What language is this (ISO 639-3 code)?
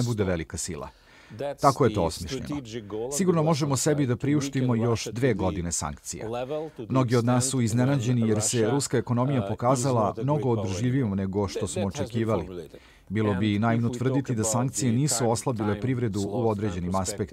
srp